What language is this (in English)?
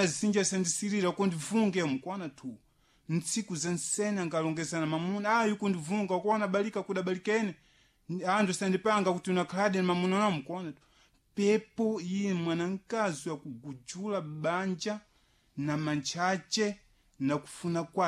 Sena